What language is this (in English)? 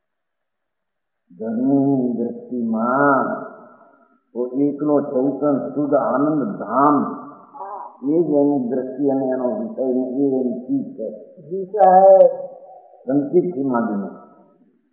Gujarati